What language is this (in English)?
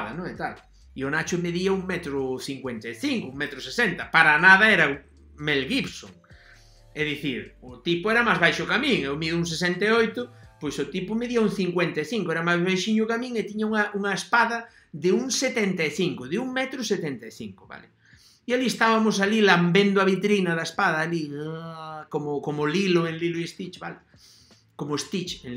Galician